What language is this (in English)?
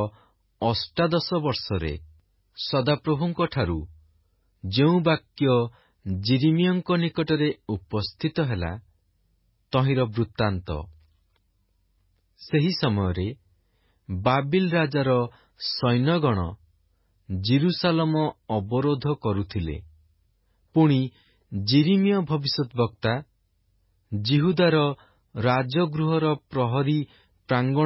Odia